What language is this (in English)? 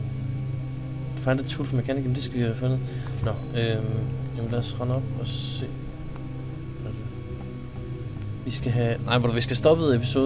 Danish